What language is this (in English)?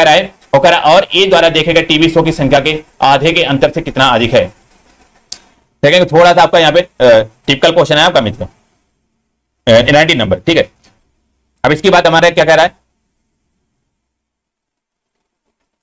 Hindi